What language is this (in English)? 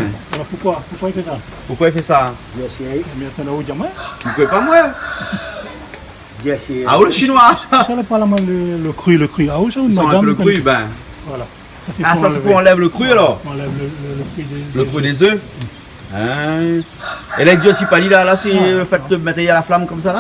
Réunion Creole French